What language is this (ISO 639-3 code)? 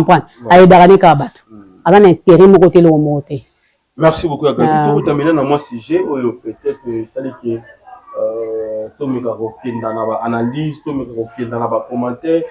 lin